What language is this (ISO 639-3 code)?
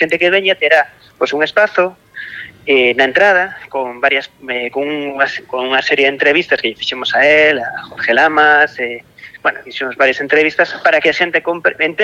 glg